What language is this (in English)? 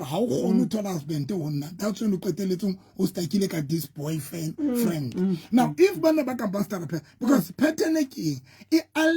Southern Sotho